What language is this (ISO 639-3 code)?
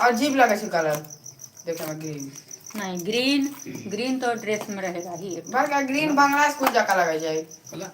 mai